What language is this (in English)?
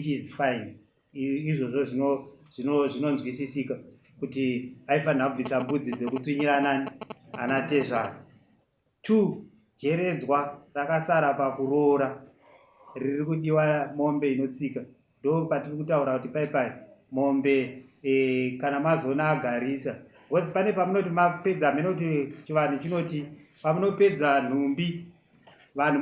Shona